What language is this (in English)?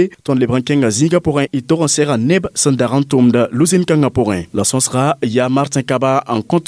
Mossi